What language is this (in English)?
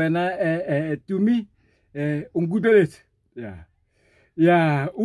Tswana